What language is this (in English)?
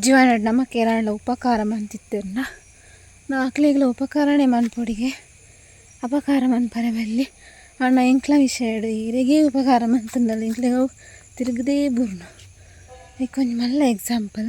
Tulu